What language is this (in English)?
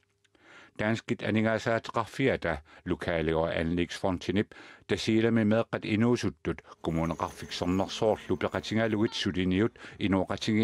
Kalaallisut